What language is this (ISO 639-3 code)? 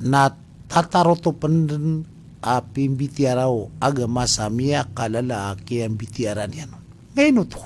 mrw